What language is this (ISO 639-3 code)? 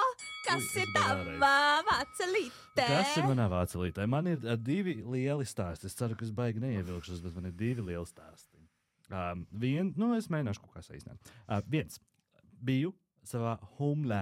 lav